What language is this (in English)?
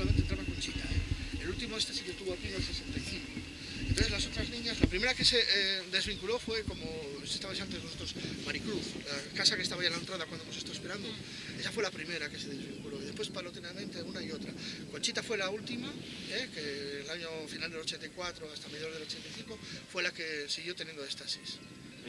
Spanish